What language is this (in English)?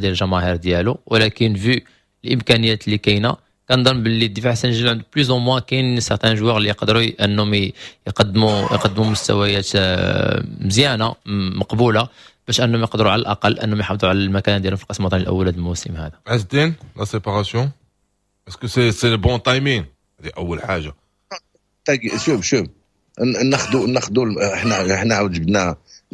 Moroccan Arabic